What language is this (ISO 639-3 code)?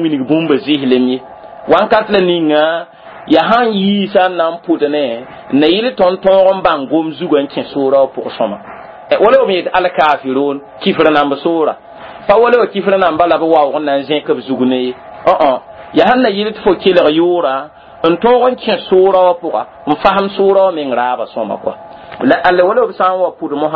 mos